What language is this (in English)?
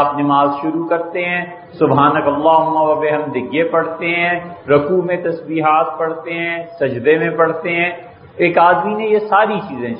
Urdu